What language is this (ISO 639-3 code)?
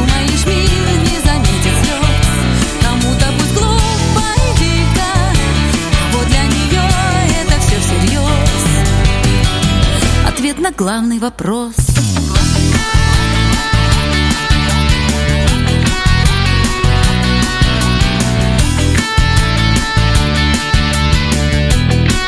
rus